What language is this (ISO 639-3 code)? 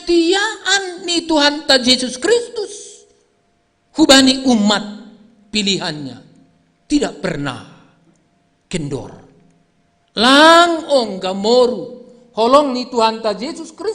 bts